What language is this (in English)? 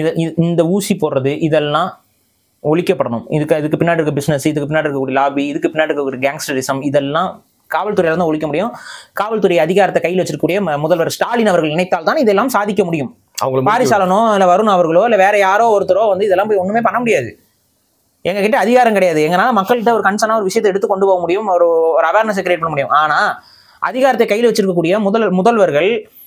Tamil